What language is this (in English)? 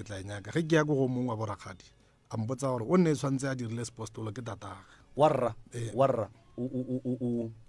Northern Sotho